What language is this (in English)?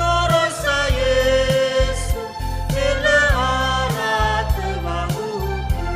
Nias